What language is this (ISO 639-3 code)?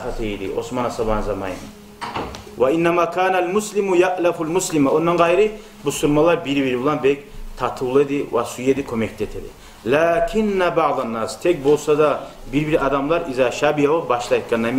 kum